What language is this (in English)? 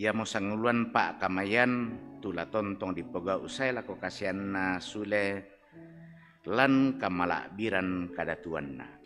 Toraja-Sa'dan